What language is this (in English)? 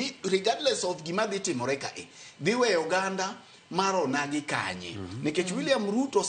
Luo (Kenya and Tanzania)